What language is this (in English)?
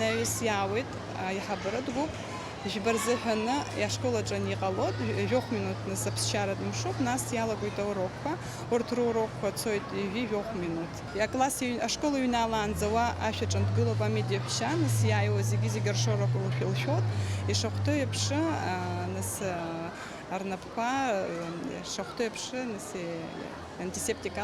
Abkhazian